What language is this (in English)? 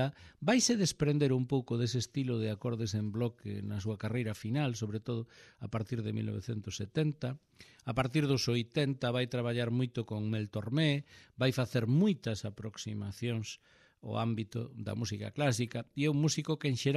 Galician